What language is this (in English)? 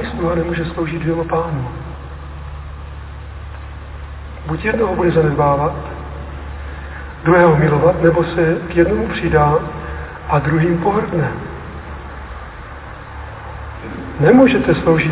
Czech